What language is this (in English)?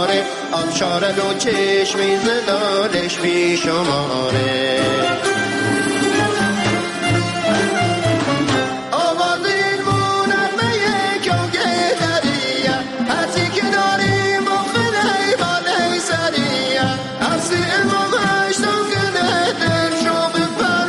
Persian